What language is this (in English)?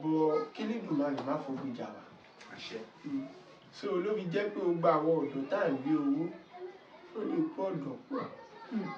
Yoruba